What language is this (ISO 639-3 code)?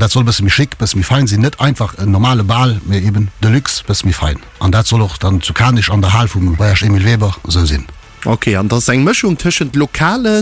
ltz